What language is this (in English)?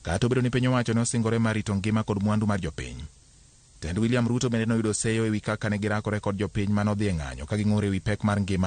Luo (Kenya and Tanzania)